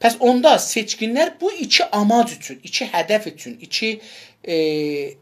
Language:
South Azerbaijani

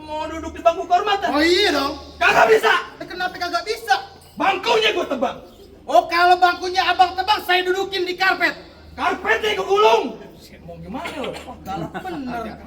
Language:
Betawi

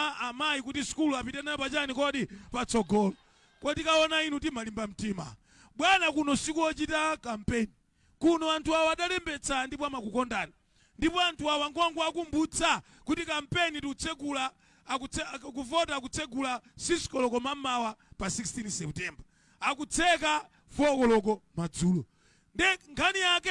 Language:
Nyanja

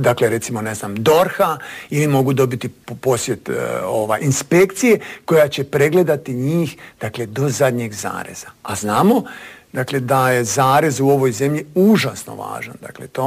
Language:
Croatian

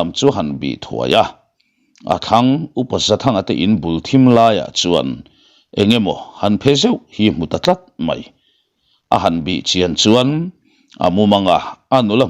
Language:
Mizo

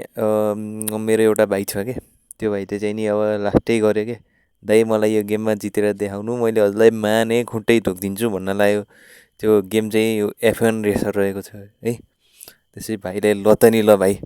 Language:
Nepali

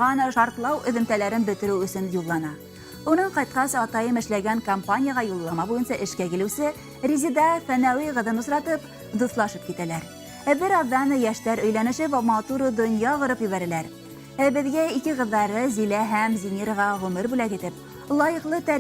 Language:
Bashkir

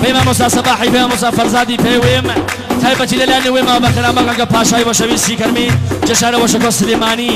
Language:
Gurani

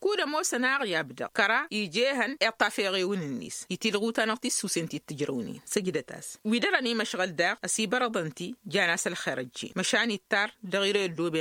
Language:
Tamasheq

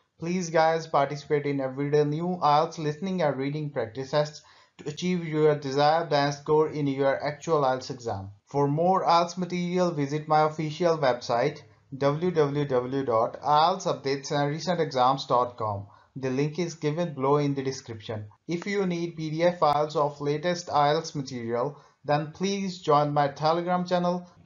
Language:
English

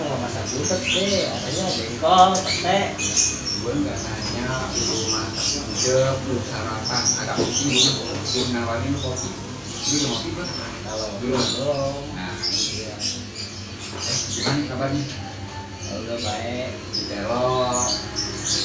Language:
Betawi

